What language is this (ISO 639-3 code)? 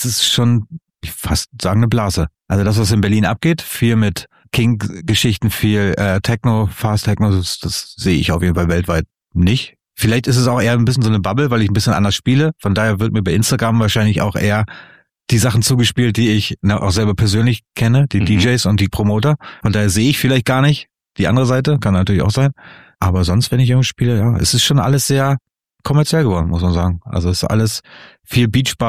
deu